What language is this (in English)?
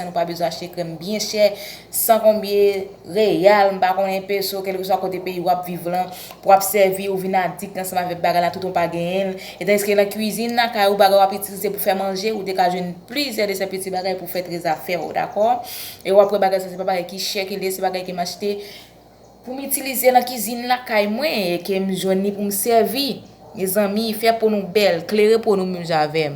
Haitian Creole